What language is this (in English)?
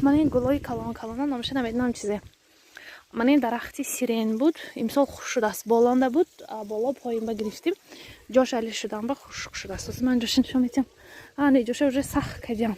Tajik